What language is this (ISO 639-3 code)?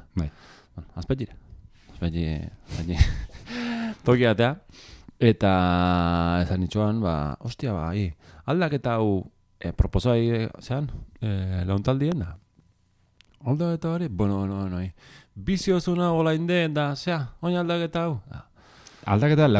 eus